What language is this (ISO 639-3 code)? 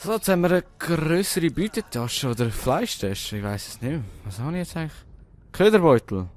gsw